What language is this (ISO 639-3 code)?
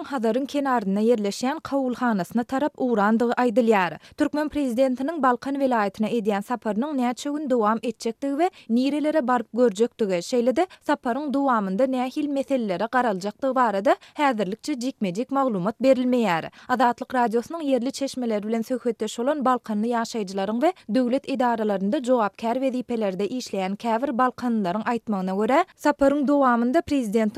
tuk